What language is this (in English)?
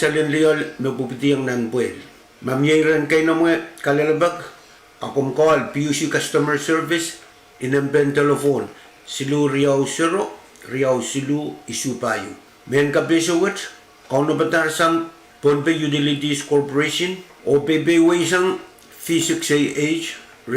Pohnpeian